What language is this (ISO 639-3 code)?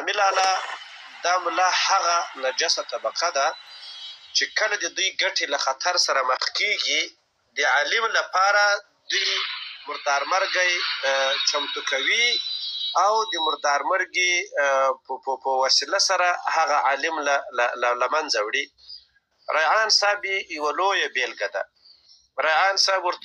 pus